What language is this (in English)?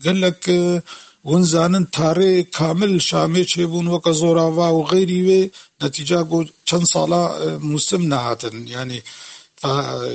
Kurdish